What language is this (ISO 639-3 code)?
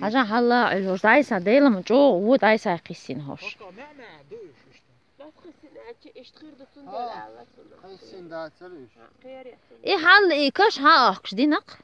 che